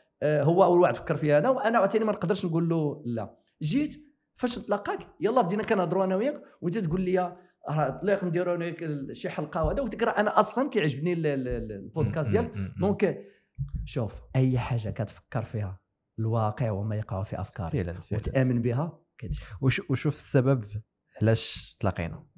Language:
Moroccan Arabic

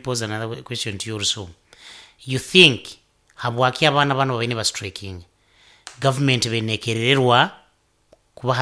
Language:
Nyoro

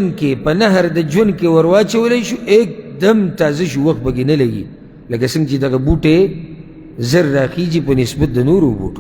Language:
Pashto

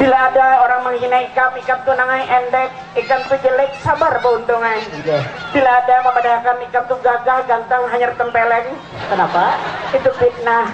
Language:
Banjar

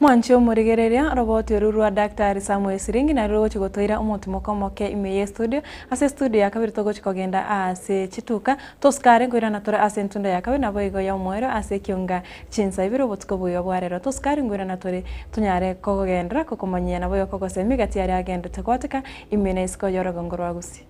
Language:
Gusii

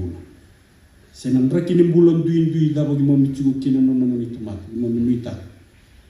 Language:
Fijian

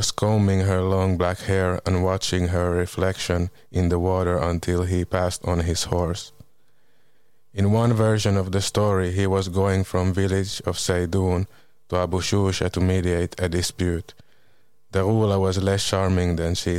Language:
English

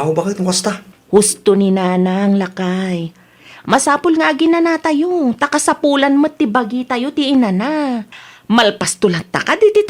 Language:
Iloko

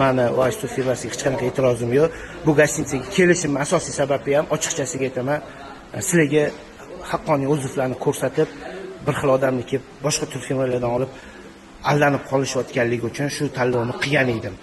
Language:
Uzbek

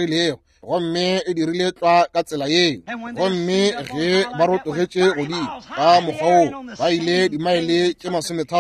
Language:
Northern Sotho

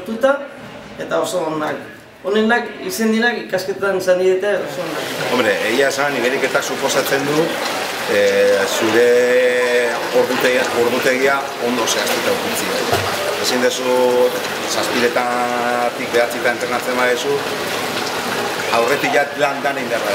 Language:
Basque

